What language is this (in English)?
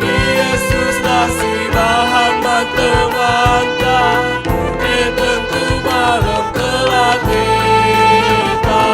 Batak Karo